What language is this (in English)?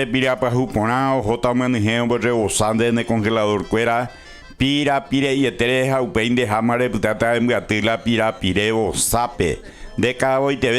Guarani